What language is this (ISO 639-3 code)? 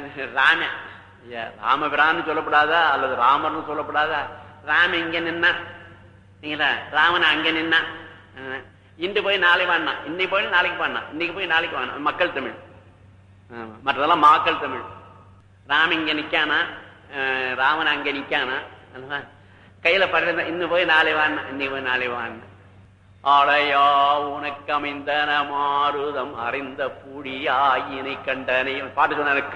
tam